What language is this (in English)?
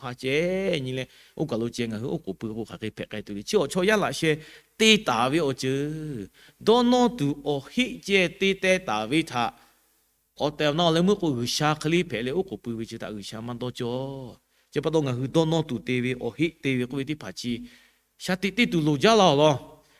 Lahu